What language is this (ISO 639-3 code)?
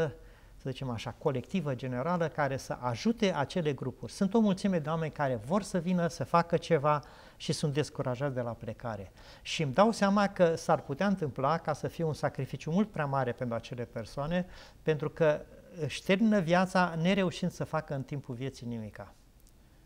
ron